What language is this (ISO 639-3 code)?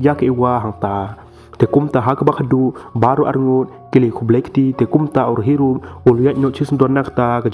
kha